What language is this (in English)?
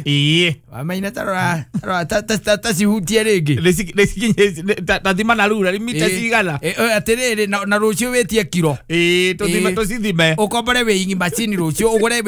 Kikuyu